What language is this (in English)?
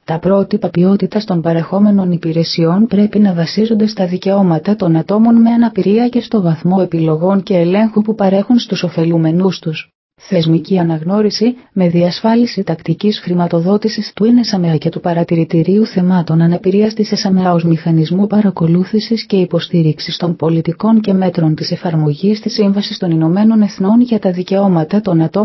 Greek